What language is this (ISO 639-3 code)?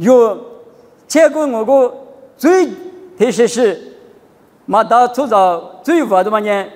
lis